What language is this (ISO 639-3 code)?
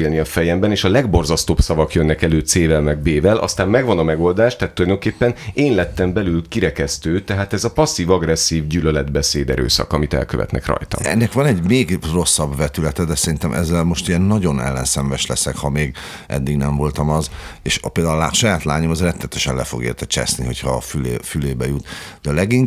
hun